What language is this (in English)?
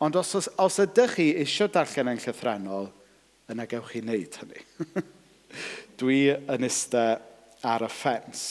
Welsh